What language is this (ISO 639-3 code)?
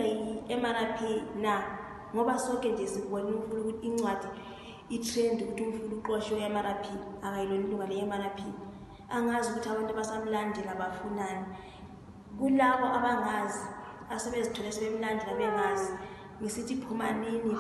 nde